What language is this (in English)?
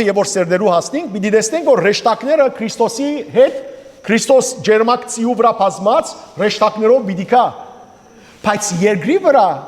Western Armenian